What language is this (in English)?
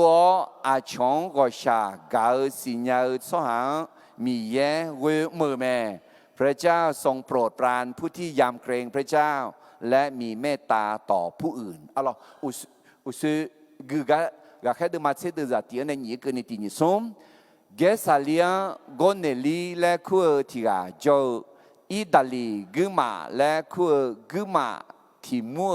Akha